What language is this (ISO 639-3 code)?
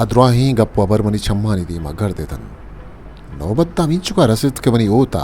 bal